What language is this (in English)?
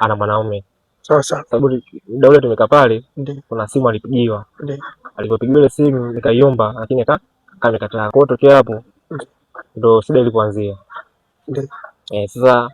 Swahili